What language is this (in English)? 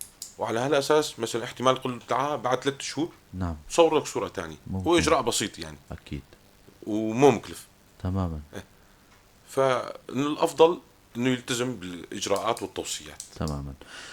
North Levantine Arabic